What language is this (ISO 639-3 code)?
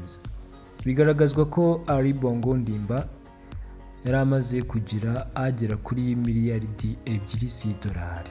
kin